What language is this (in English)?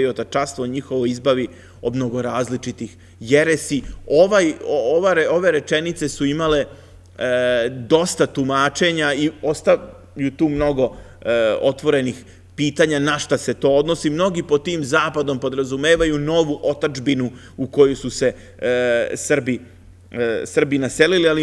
Serbian